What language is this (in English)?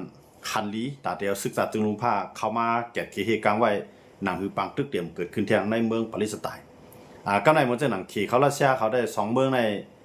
Shan